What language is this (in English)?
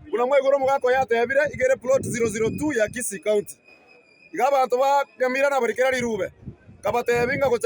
Gusii